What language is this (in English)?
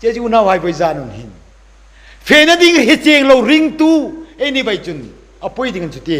Hmar